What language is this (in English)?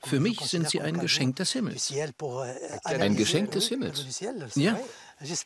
German